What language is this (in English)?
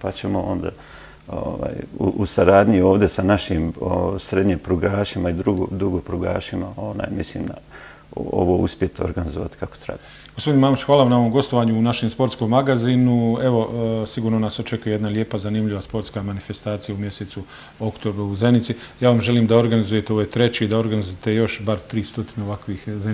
Bosnian